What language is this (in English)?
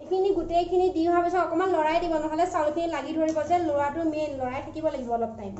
Assamese